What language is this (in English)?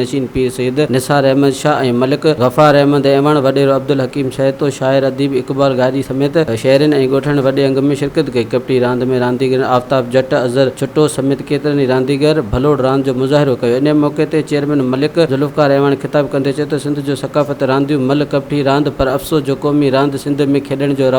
Sindhi